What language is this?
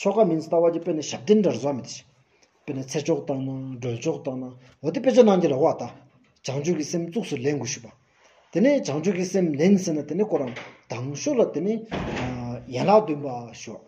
Stod Bhoti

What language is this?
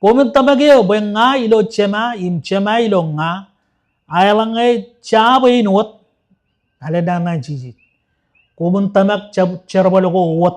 Marshallese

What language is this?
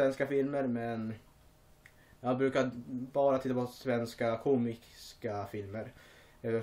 Swedish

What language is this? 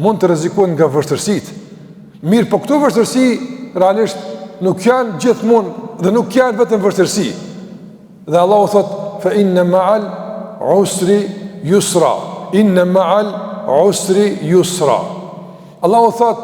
Albanian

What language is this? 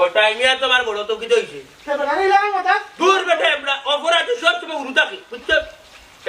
Sylheti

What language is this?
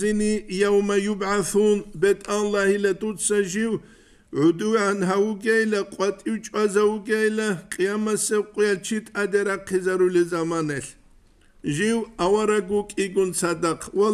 Avaric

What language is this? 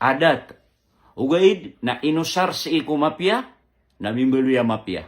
Maranao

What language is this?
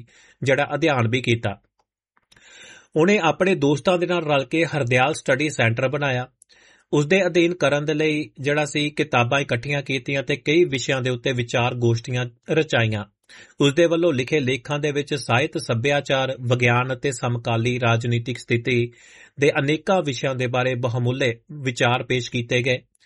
Punjabi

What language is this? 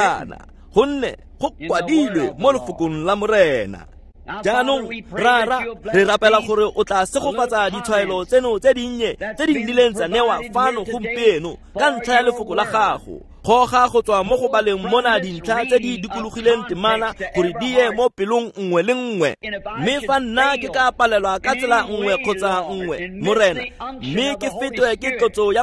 Tswana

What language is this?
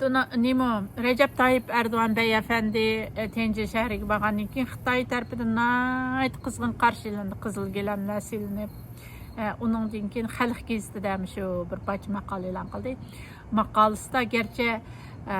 Uyghur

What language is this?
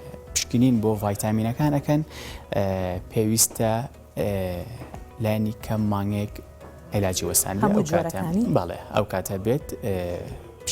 Central Kurdish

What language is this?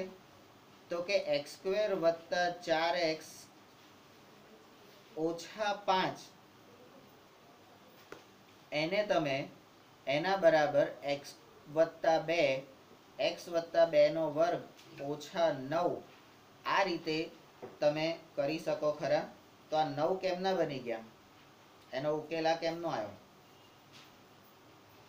Gujarati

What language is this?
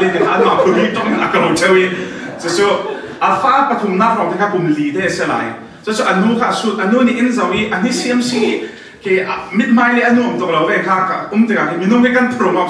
Falam Chin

